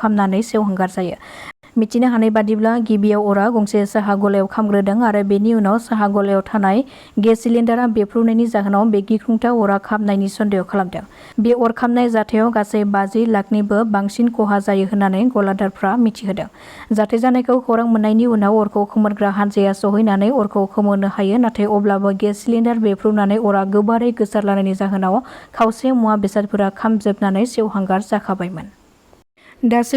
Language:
Bodo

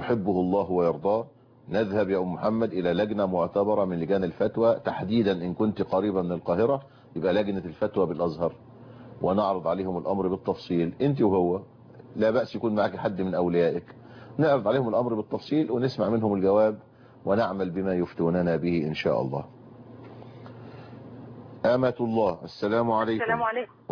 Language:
Arabic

